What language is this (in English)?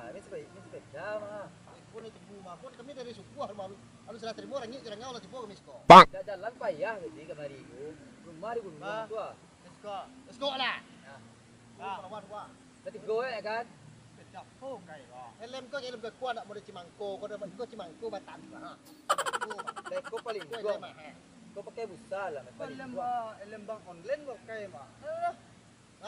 Minangkabau